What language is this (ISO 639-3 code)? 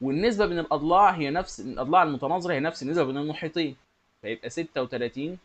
arz